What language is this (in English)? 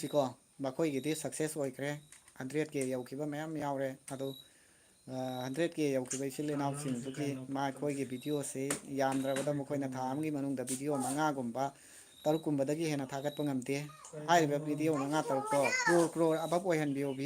Manipuri